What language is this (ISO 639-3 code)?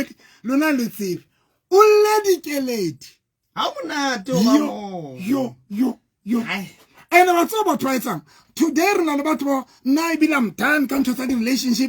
sot